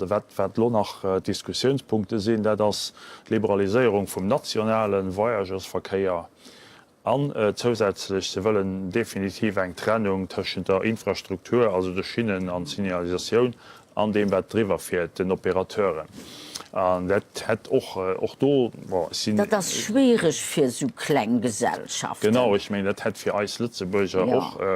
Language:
Luxembourgish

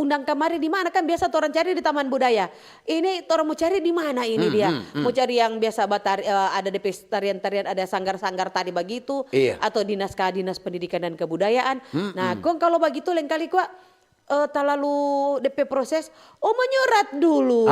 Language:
Manado Malay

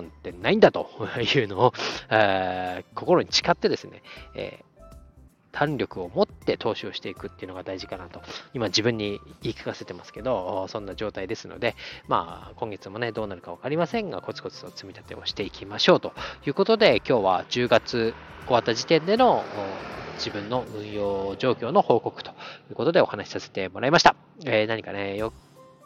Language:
Japanese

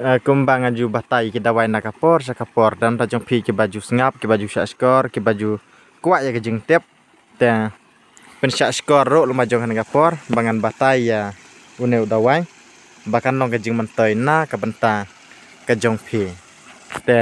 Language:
Khasi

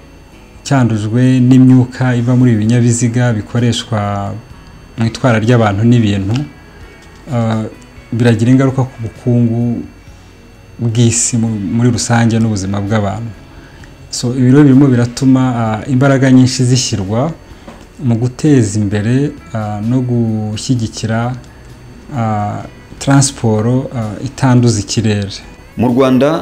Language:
Kinyarwanda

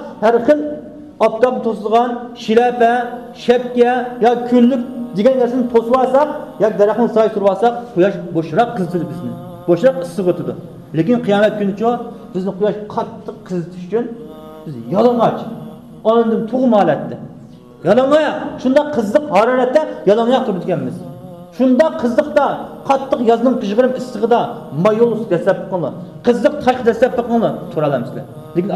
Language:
Uyghur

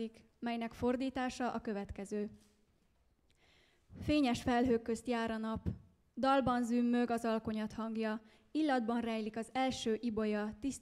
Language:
Hungarian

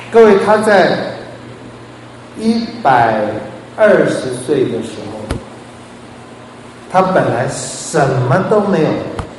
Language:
Chinese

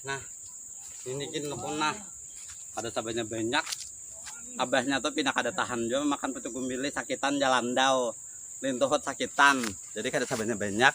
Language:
Banjar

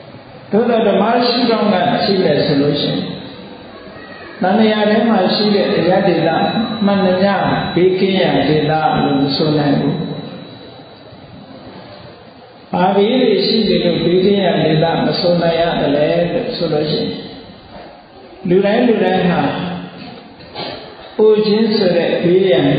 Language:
Burmese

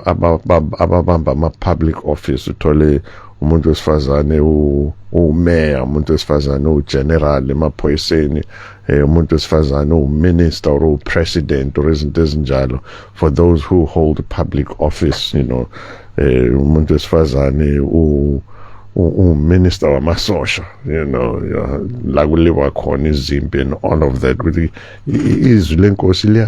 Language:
Zulu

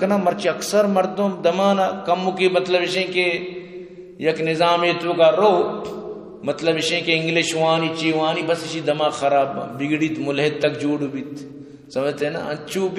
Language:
Eastern Balochi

